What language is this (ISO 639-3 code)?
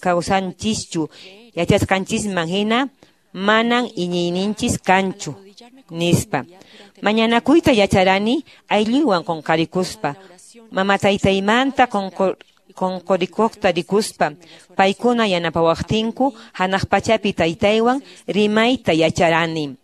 que